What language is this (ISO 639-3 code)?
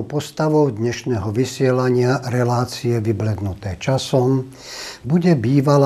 slk